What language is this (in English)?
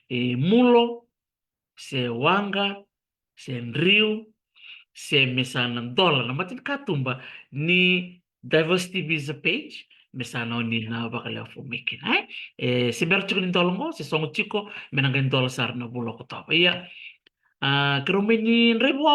Fijian